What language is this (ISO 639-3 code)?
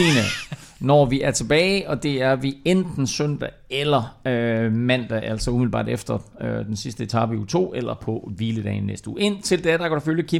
dan